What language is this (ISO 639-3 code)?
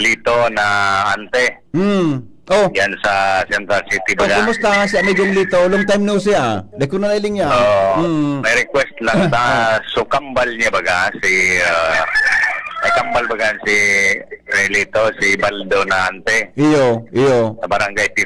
bik